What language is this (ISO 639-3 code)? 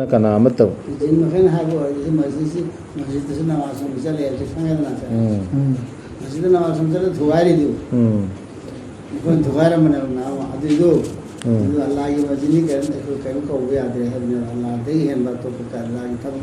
mni